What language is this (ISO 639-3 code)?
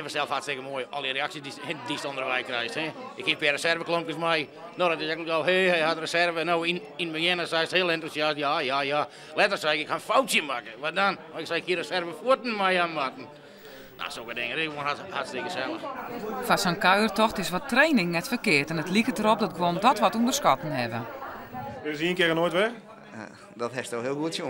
fry